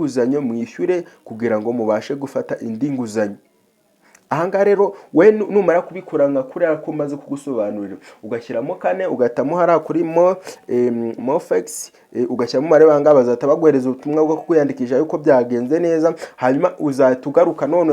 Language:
Kinyarwanda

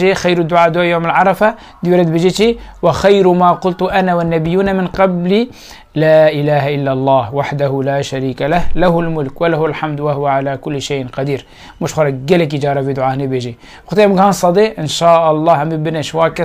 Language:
Kurdish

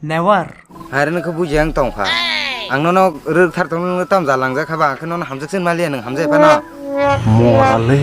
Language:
Kok Borok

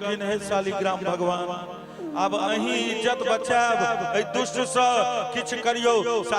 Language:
Maithili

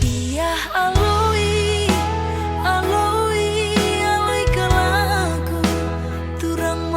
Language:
Batak Karo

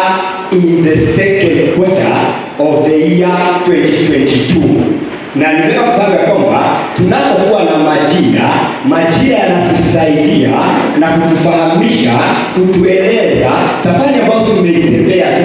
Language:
Swahili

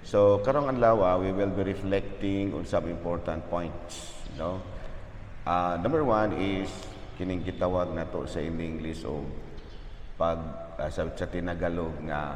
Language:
Cebuano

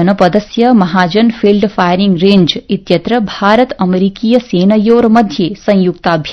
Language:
Sanskrit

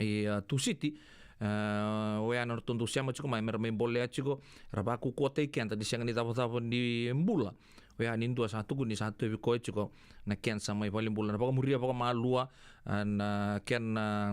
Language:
Fijian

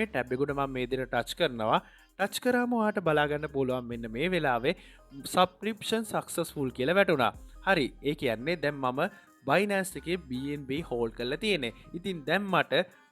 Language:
Sinhala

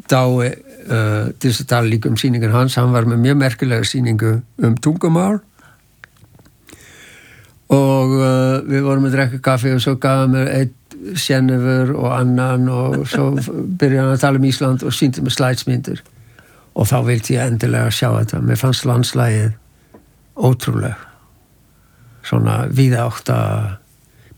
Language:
Icelandic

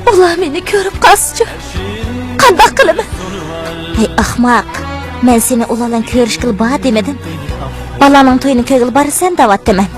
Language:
Uyghur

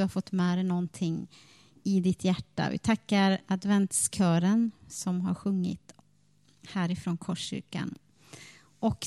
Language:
Swedish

